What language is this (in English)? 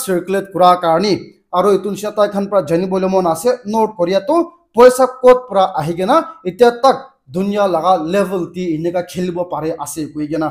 Naga Pidgin